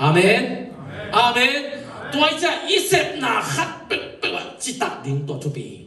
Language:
Tedim Chin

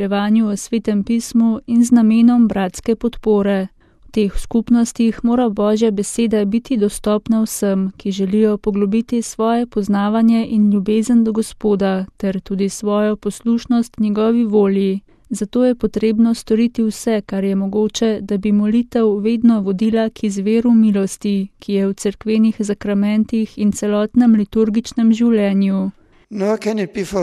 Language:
Slovenian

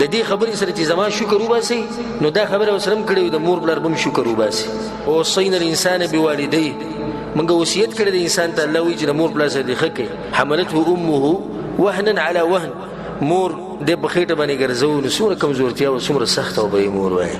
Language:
Pashto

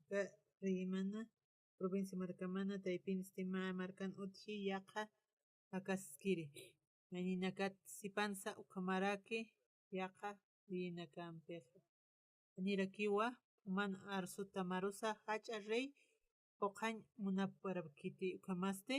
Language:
Aymara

